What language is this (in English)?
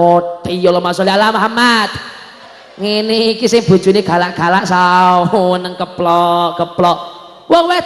Javanese